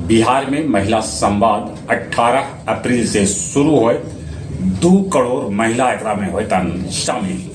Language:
Magahi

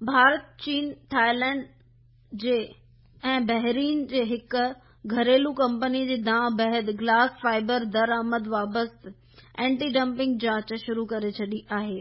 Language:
Sindhi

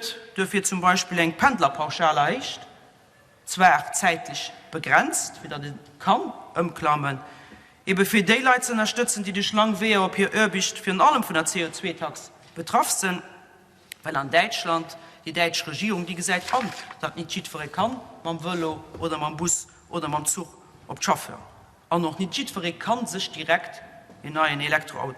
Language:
Luxembourgish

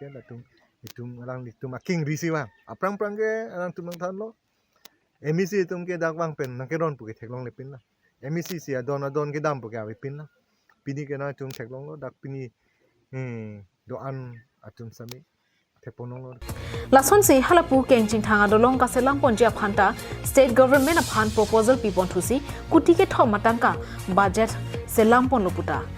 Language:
Karbi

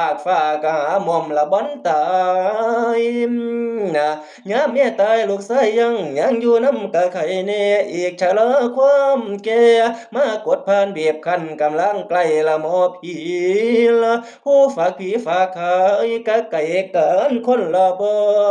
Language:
Northeastern Thai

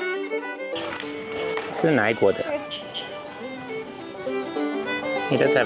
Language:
Chinese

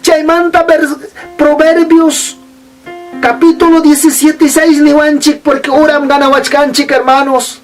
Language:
Ayacucho Quechua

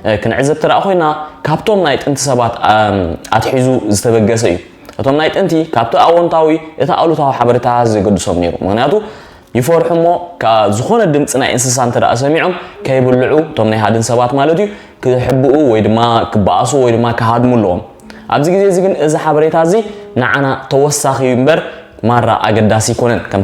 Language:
Tigrinya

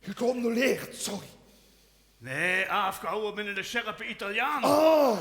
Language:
Limburgish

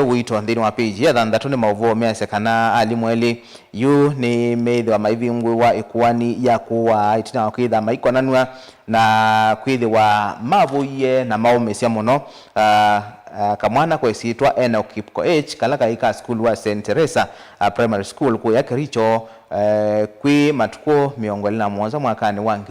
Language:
Kamba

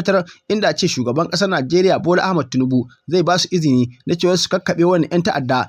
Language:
Hausa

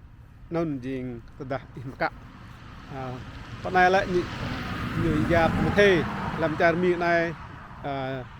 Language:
Rade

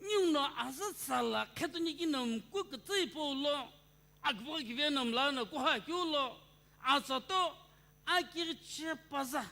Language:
Sumi Naga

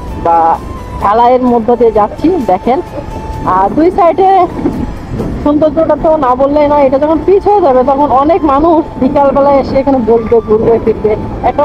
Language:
Bangla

